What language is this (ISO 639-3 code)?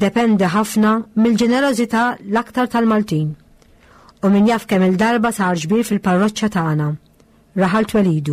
mlt